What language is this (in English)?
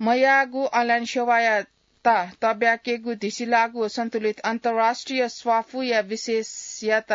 Newari